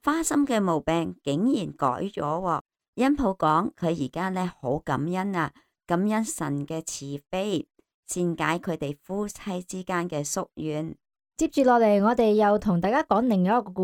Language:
Cantonese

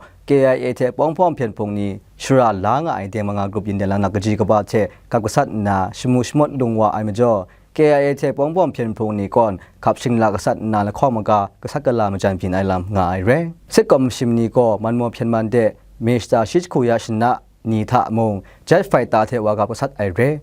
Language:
Kachin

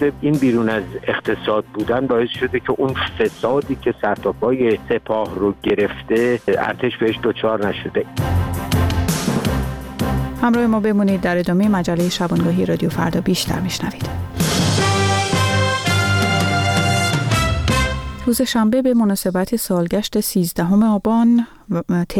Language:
Persian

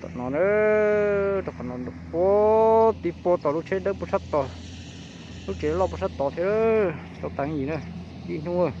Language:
Hmong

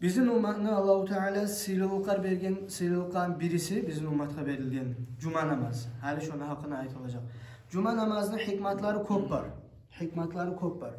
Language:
Kumyk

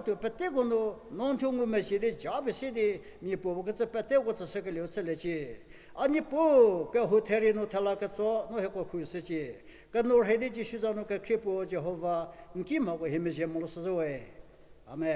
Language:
Angami Naga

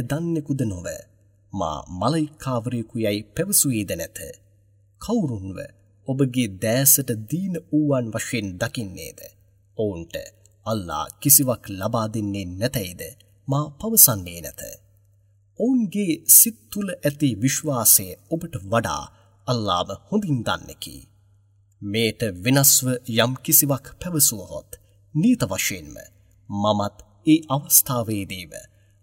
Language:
Sinhala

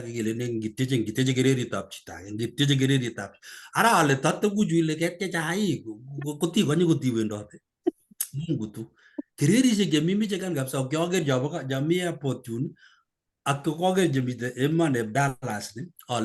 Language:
Kalenjin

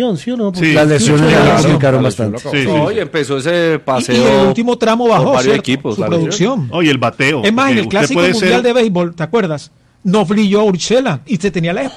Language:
Spanish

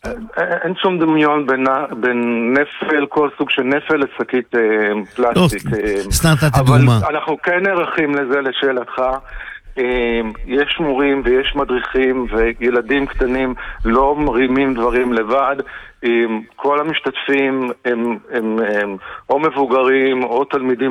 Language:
Hebrew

